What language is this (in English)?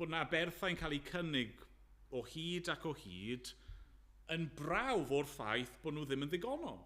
Welsh